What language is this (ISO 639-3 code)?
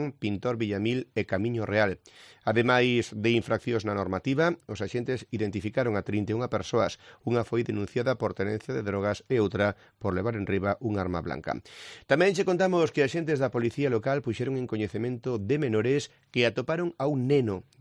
glg